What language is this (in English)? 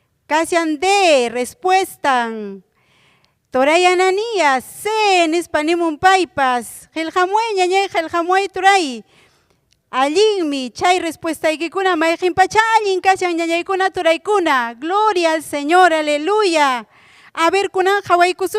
Ayacucho Quechua